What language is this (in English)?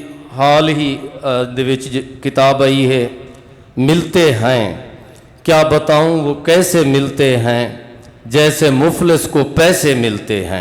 Saraiki